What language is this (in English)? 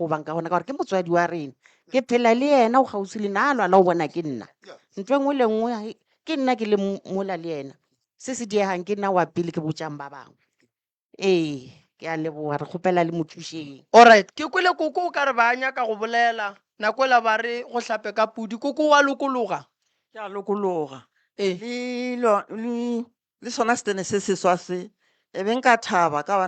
Northern Sotho